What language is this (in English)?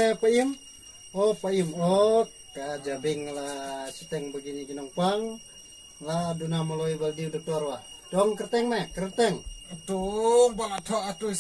Khasi